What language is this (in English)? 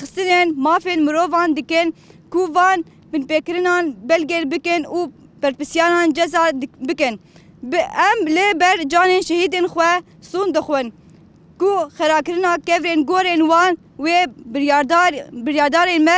Kurdish